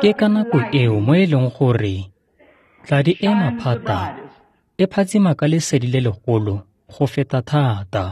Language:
Tswana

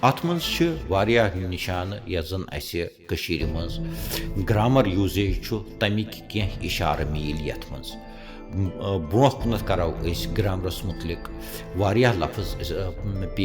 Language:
Kashmiri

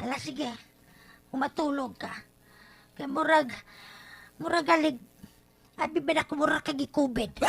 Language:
Cebuano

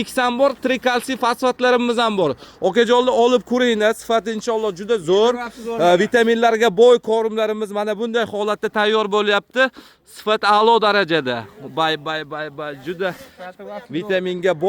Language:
Uzbek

